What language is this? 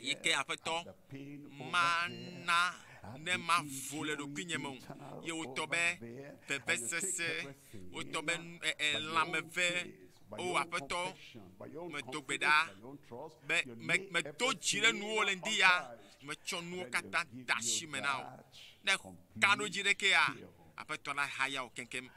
Ewe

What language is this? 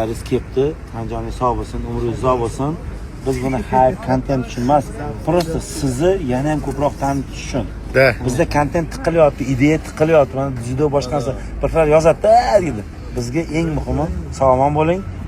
Uzbek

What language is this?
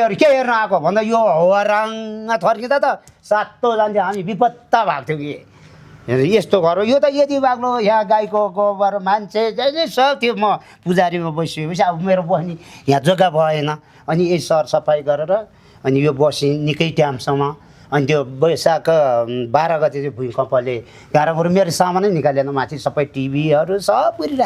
Nepali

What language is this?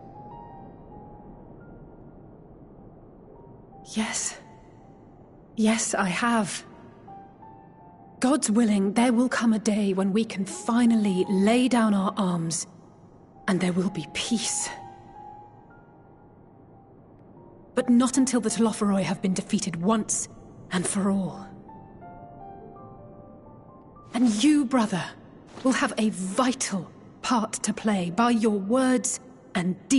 English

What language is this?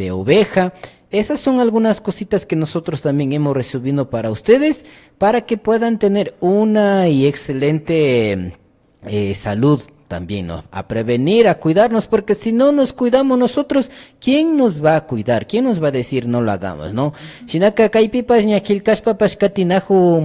Imbabura Highland Quichua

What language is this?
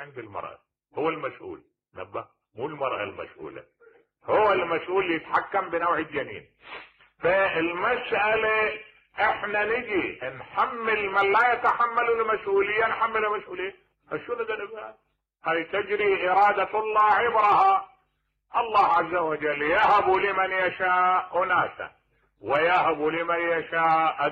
Mesopotamian Arabic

